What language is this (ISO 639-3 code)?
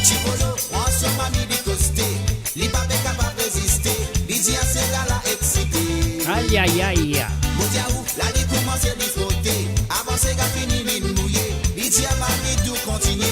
mfe